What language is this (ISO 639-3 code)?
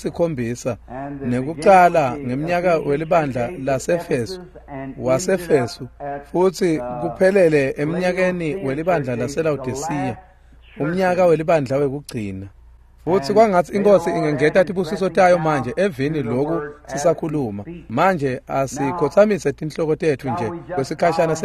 ssw